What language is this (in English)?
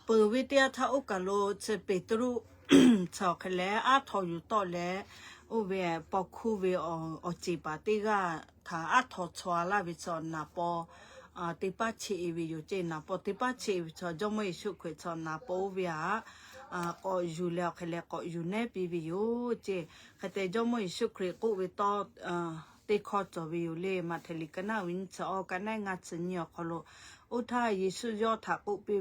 Lahu